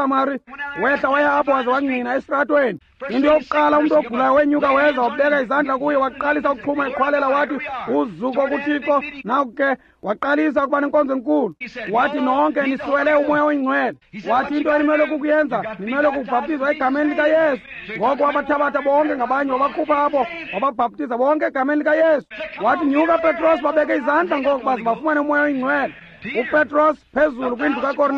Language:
Xhosa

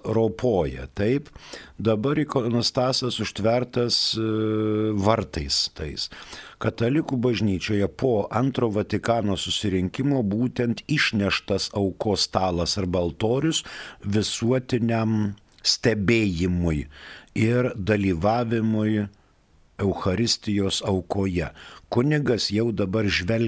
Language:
Lithuanian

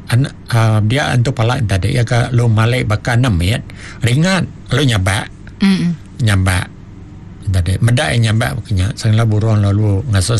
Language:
Iban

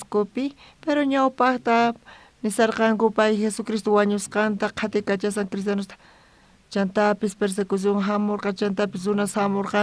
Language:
South Bolivian Quechua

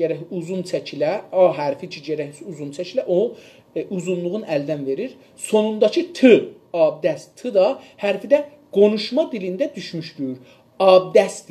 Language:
South Azerbaijani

